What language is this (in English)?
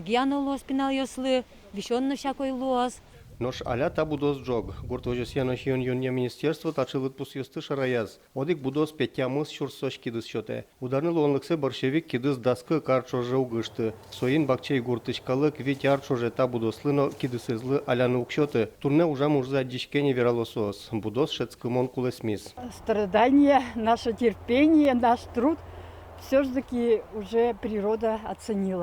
Udmurt